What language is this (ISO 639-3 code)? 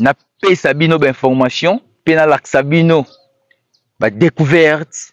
lin